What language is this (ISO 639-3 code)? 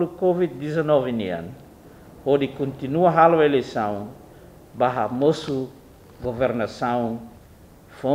tet